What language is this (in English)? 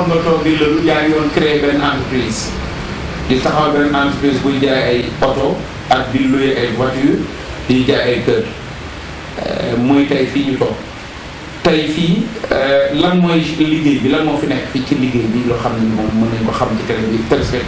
Wolof